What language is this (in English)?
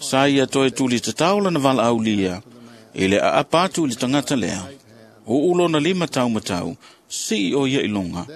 Samoan